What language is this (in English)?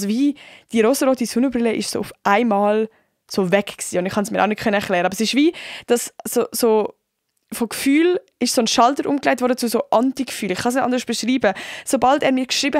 Swiss German